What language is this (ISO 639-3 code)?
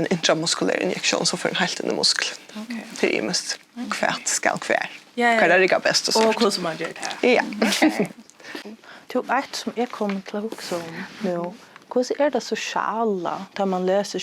fao